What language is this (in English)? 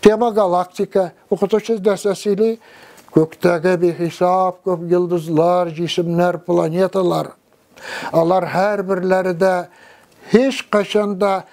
Tatar